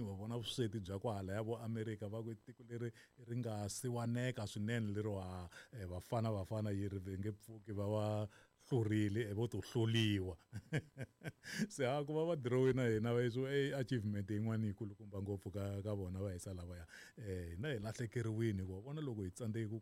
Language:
Tsonga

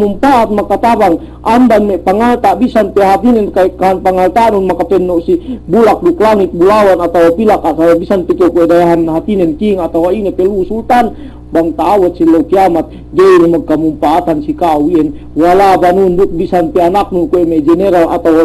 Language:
Yakan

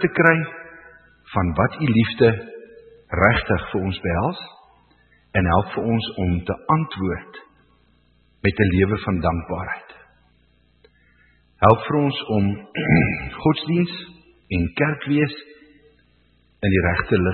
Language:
Afrikaans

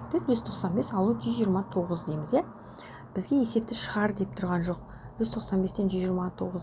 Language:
Kazakh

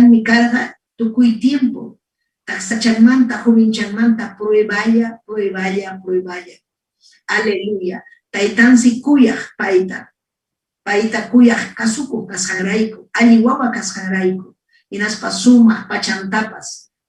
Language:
Ayacucho Quechua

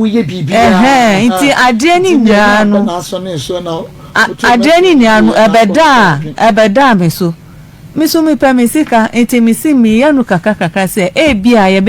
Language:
Akan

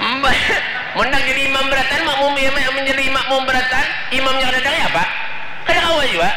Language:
Banjar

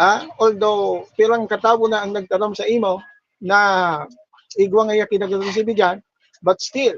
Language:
Bikol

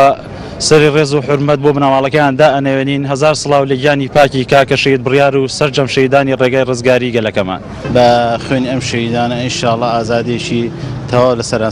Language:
Central Kurdish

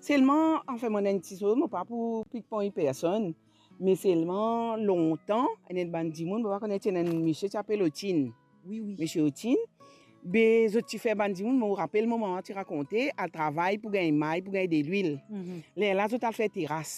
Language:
Morisyen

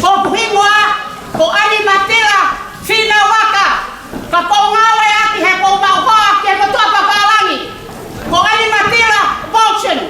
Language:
Tongan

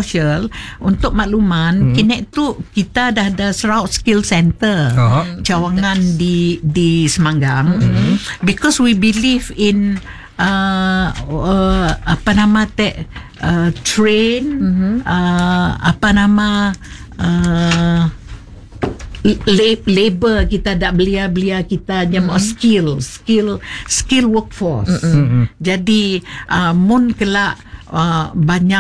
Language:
Malay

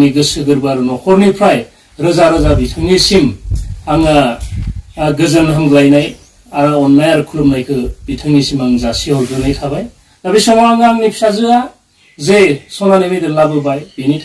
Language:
Bodo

